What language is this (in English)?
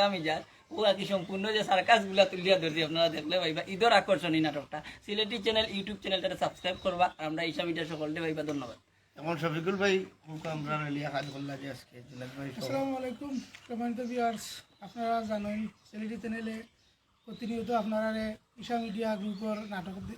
Sylheti